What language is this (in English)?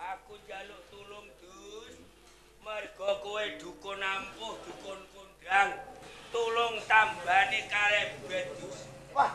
Javanese